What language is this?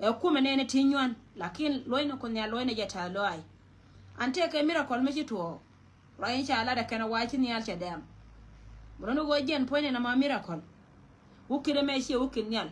Nuer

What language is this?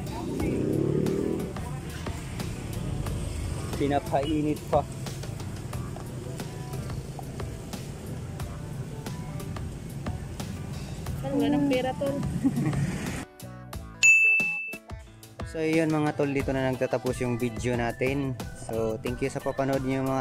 Filipino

